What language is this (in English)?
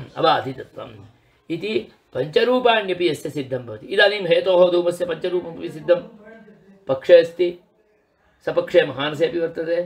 Sanskrit